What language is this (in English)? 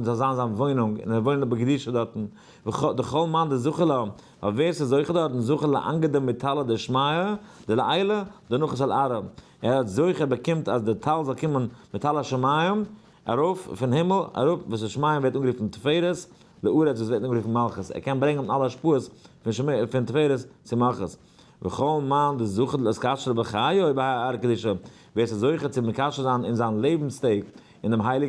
Yiddish